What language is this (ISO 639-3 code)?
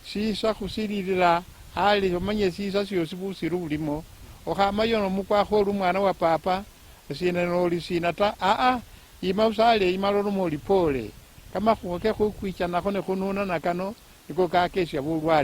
luy